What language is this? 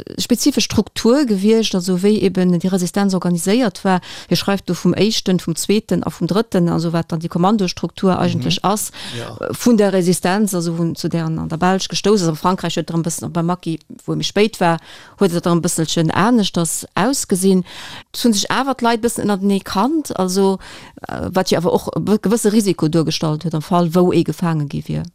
Luxembourgish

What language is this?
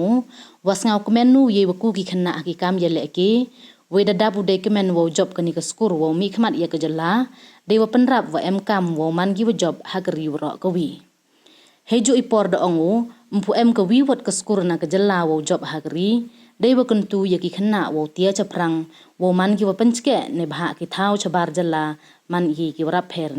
Pnar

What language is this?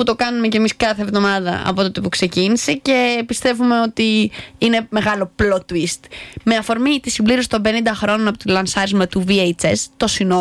Greek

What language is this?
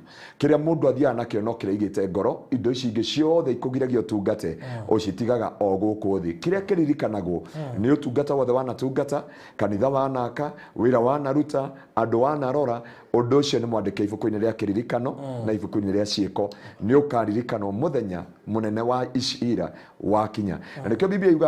Kikuyu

